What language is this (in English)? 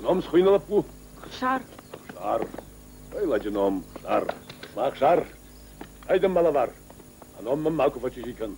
Ossetic